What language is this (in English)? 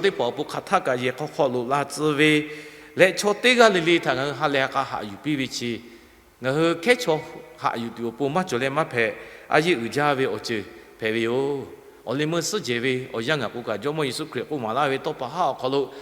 Lahu